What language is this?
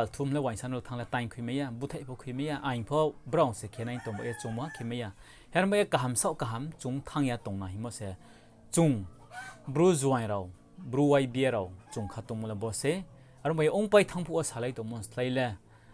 Riang (India)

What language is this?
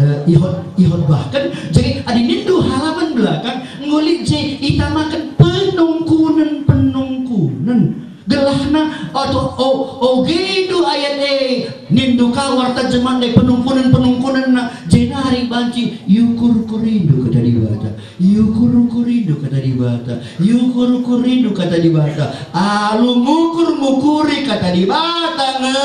Batak Karo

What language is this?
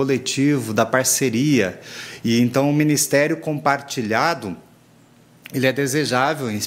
Portuguese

